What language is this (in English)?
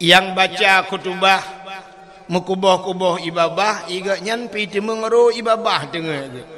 Achinese